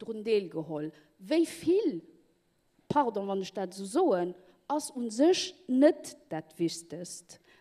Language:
Luxembourgish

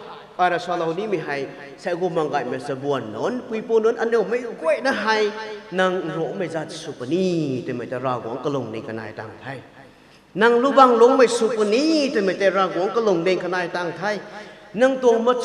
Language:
Rongmei Naga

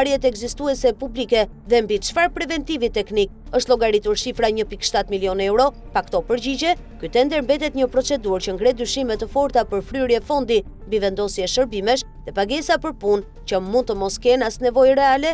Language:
Albanian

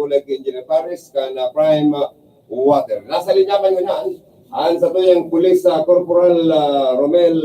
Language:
Bikol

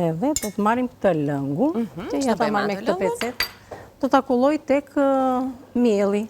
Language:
Albanian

